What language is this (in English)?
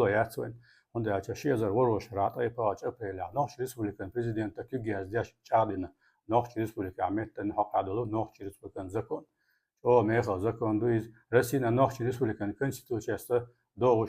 Chechen